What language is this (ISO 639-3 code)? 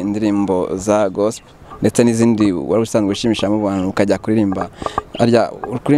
kin